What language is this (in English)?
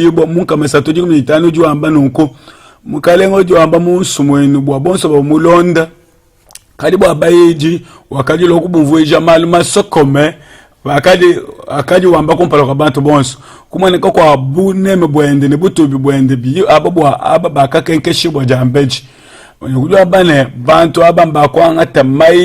Luba-Lulua